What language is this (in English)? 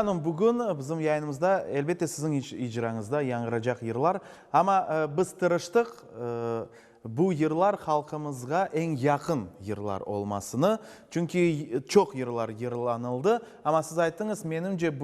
Crimean Tatar